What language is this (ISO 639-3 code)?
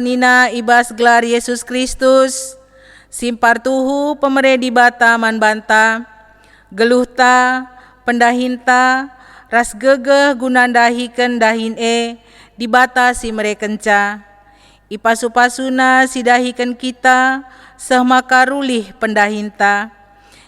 btx